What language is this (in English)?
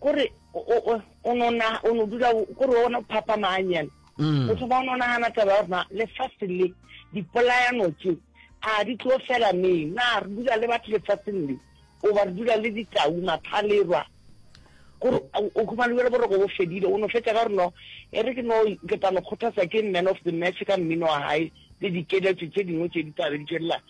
Northern Sotho